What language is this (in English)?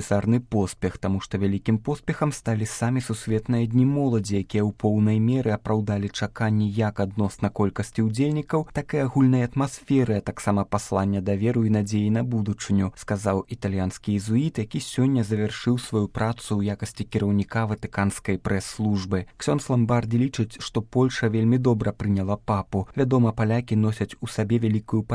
Belarusian